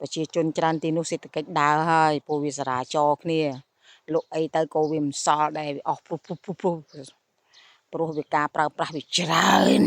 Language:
Khmer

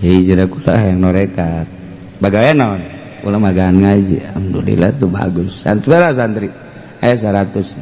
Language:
Sundanese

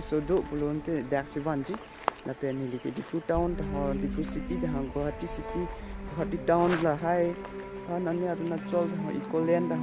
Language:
Karbi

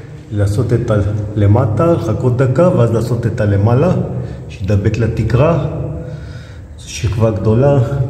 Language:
Hebrew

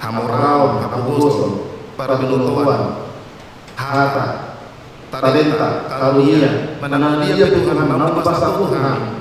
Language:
Batak Toba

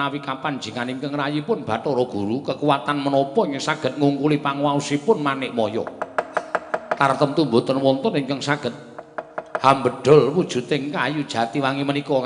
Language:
Javanese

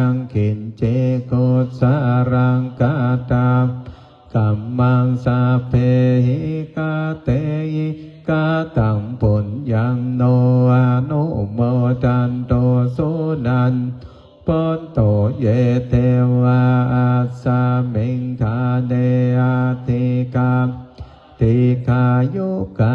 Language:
Pali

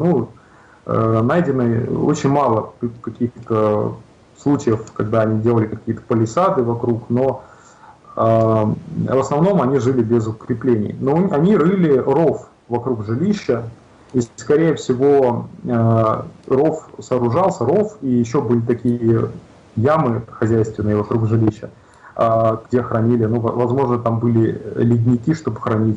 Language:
Russian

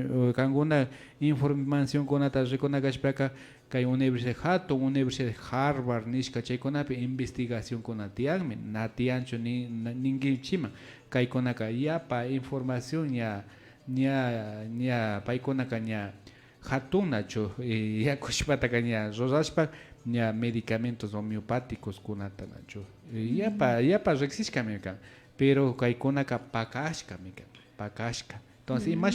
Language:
Imbabura Highland Quichua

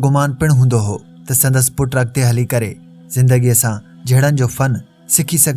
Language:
Sindhi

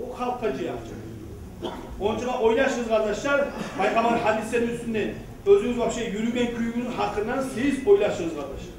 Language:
Kumyk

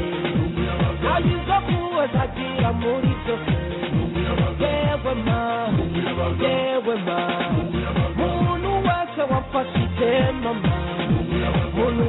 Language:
Kinyarwanda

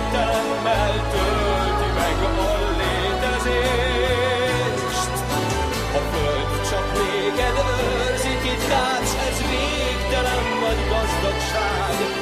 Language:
Hungarian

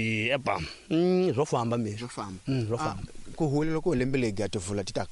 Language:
Tsonga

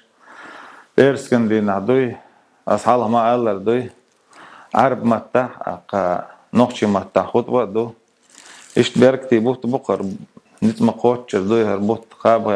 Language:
Chechen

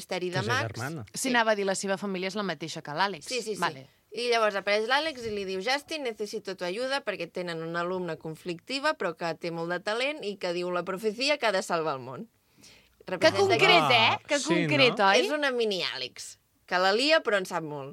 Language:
Catalan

